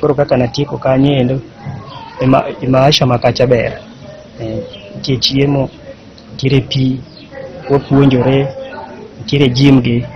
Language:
Luo (Kenya and Tanzania)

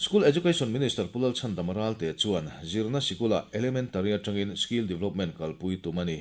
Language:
Mizo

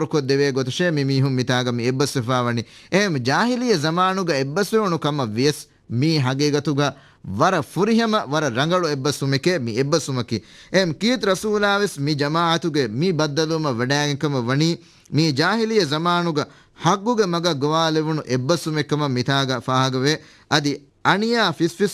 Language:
Divehi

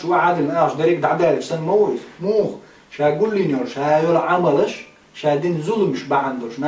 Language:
Chechen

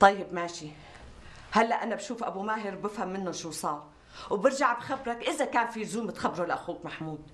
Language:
North Levantine Arabic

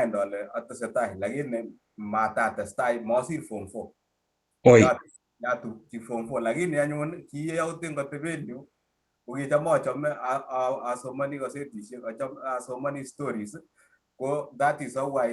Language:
Kalenjin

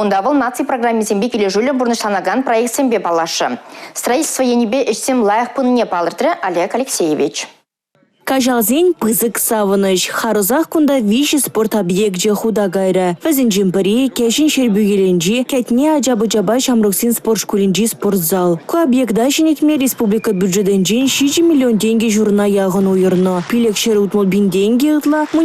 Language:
Chuvash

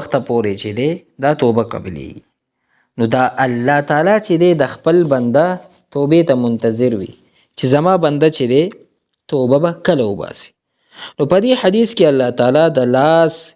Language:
Pashto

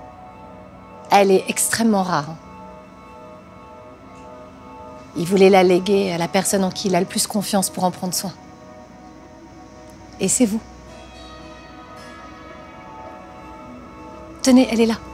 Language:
French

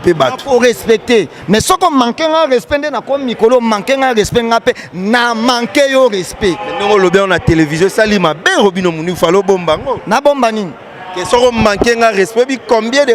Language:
Lingala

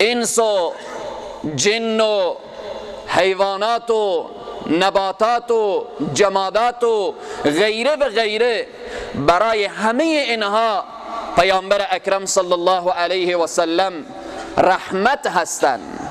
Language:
Persian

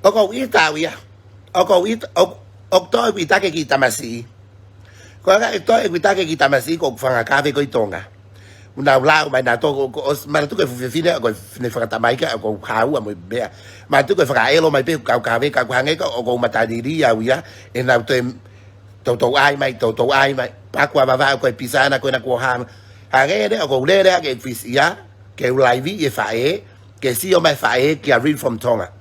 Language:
Tongan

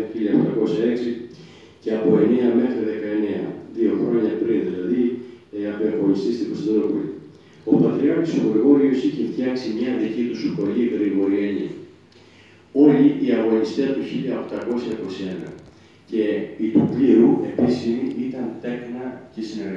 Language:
Greek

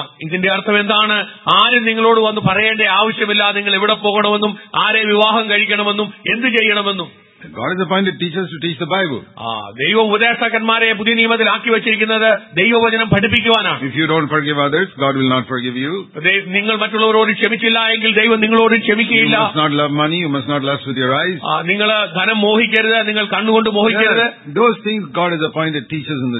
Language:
Malayalam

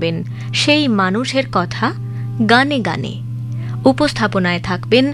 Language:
Bangla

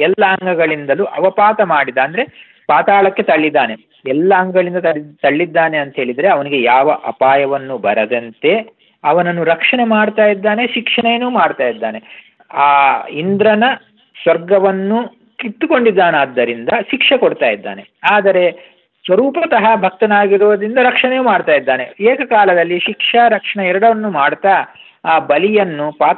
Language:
Kannada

